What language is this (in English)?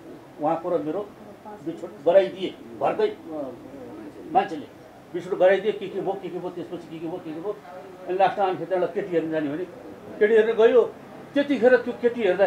Nepali